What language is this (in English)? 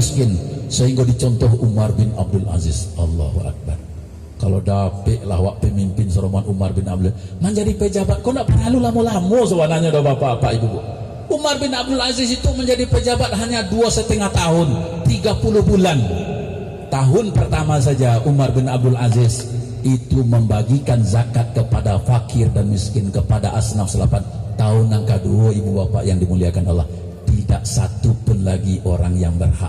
Minangkabau